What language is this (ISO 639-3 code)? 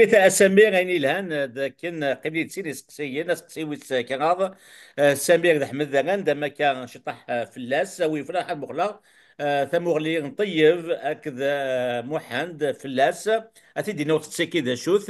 kab